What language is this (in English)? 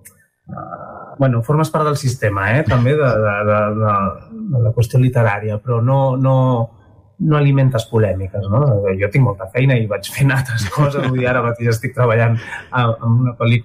Catalan